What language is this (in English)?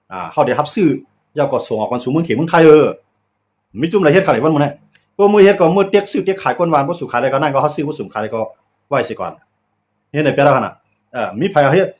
Shan